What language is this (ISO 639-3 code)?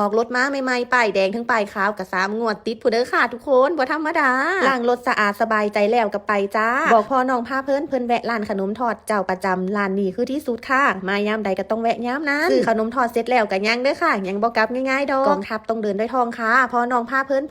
tts